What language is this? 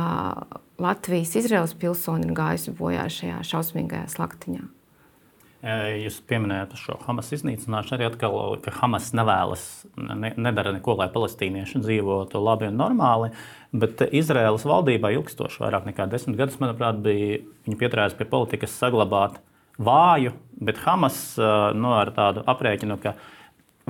Latvian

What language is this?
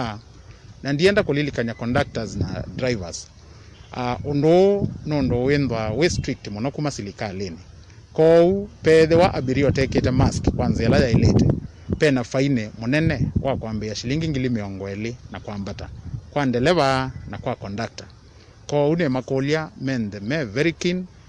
Kamba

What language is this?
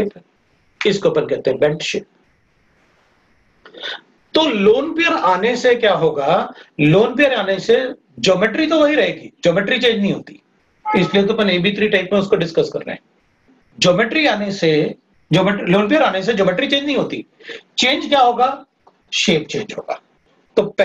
Hindi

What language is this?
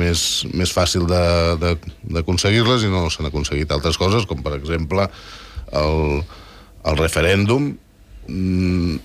Catalan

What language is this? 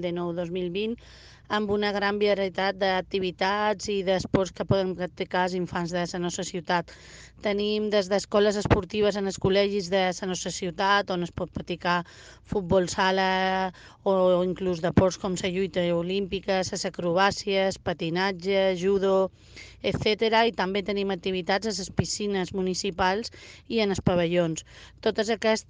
Catalan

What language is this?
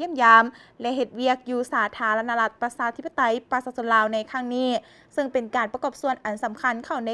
Lao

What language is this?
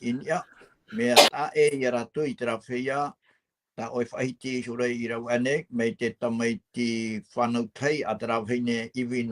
Tahitian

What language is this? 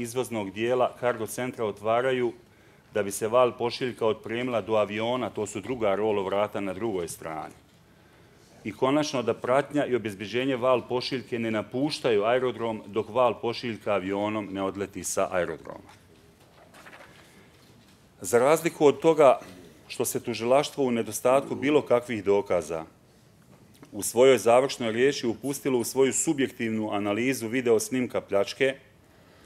Bosnian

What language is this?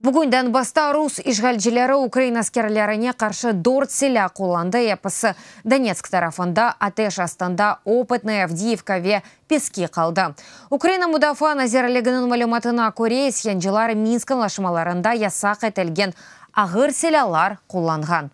Crimean Tatar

